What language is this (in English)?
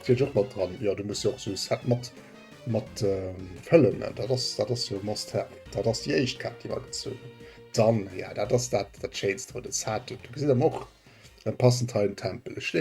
Luxembourgish